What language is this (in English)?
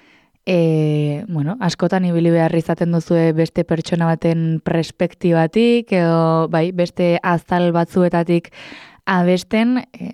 Basque